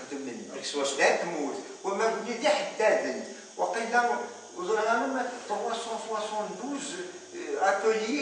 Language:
Kabyle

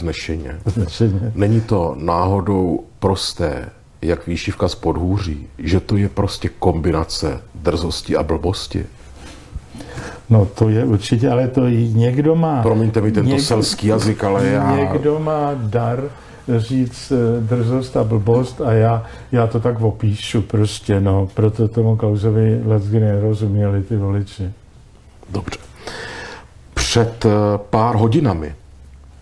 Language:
Czech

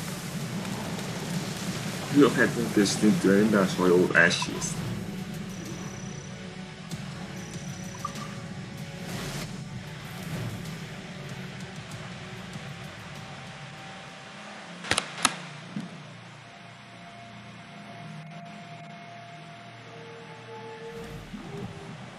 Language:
Hungarian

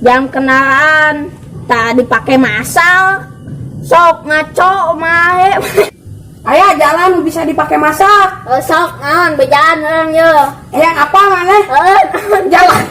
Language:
Sundanese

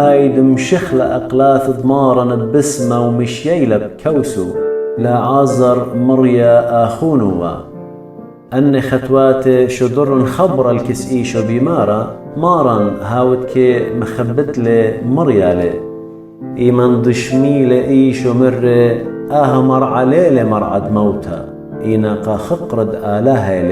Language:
Assyrian Neo-Aramaic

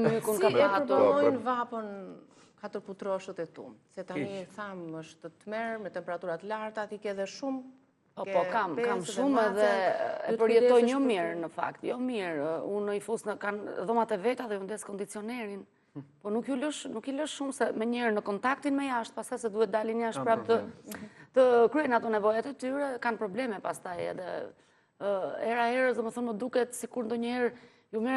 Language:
Albanian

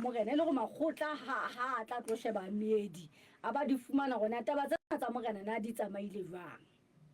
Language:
Southern Sotho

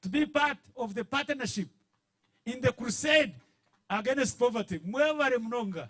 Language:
Nyankole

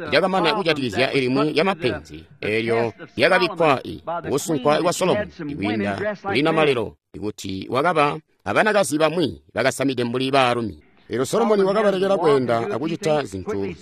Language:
Tonga (Zambia)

